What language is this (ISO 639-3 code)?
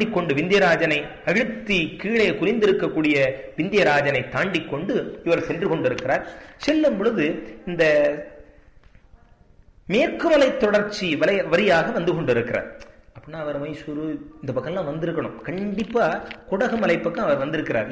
tam